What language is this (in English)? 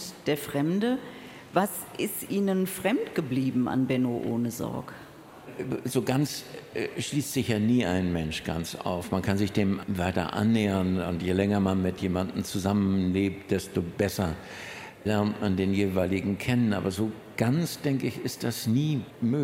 German